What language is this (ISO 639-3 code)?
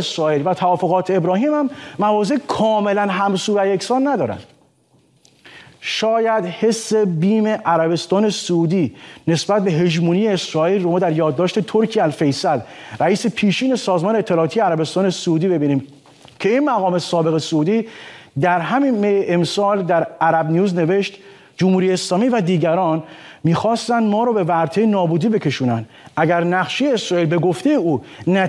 fas